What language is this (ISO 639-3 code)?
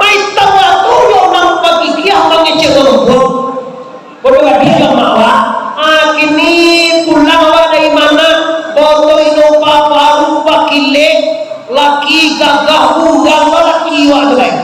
min